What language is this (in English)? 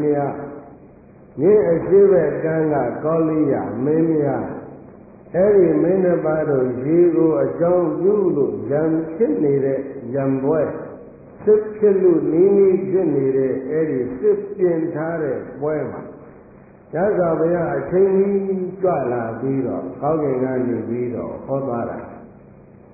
Burmese